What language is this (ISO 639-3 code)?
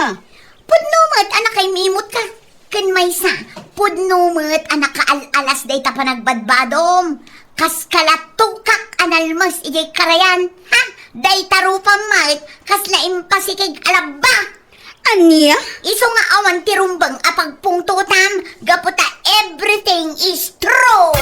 ilo